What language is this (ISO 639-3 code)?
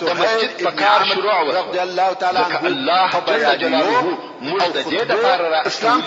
pus